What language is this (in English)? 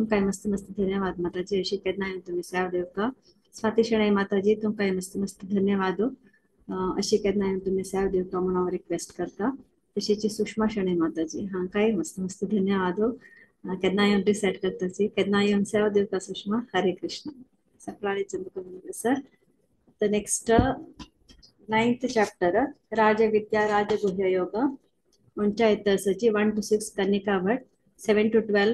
Konkani